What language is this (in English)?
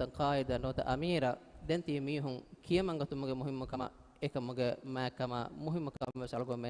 Divehi